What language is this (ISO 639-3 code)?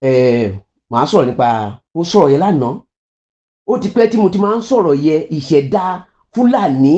yor